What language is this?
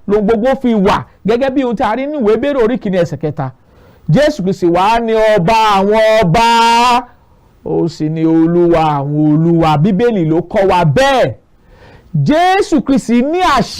Yoruba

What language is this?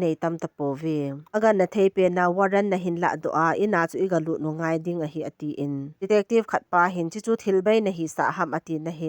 Thado Chin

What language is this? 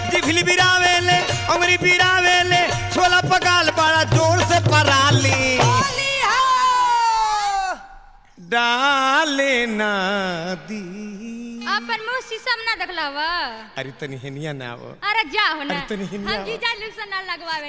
Bhojpuri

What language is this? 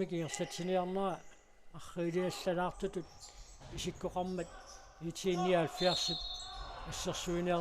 Kalaallisut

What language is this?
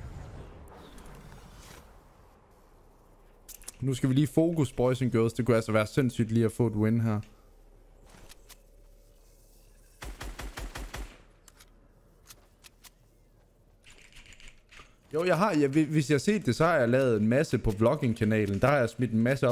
Danish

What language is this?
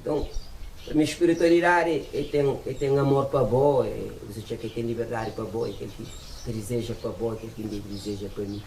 Kabuverdianu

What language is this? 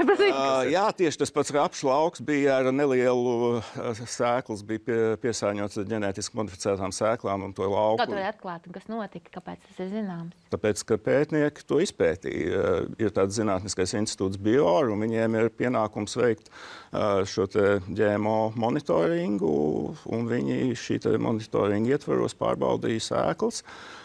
Latvian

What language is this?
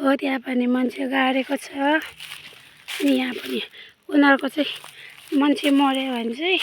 Nepali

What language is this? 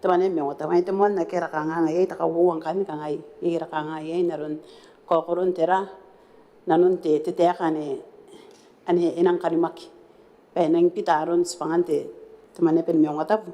Gilbertese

